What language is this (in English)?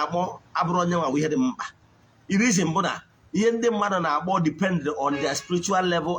Igbo